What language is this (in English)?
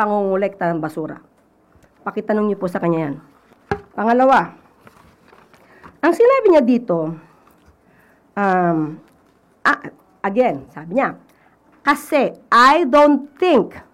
Filipino